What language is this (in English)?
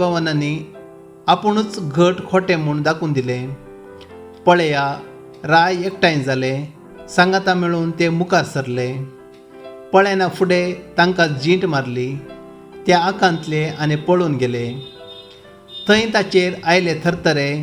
Konkani